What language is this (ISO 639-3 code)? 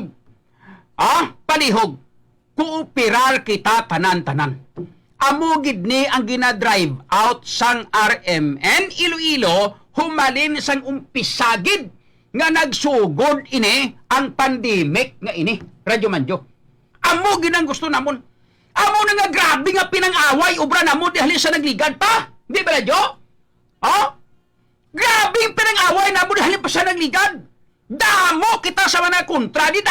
hil